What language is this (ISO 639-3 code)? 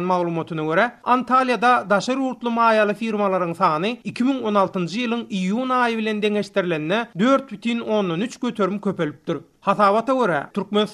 tuk